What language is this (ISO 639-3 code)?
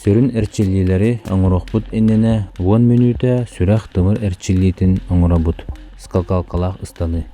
sah